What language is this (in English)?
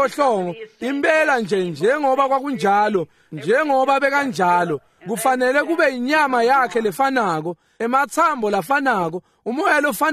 Swati